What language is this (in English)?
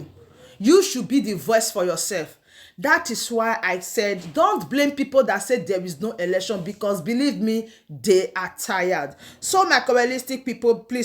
Nigerian Pidgin